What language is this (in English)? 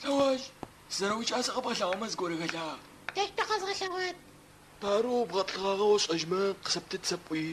Adyghe